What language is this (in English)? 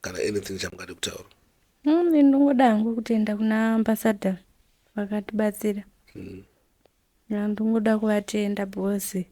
Shona